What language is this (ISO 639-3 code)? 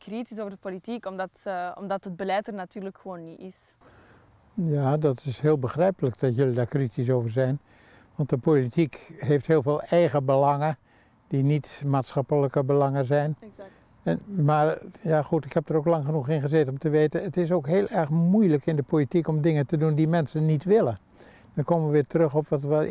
nld